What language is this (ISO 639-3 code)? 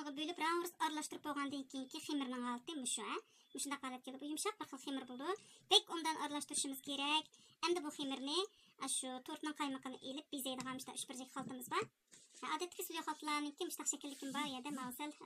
uig